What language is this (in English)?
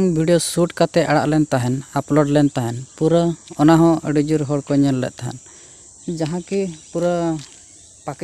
Santali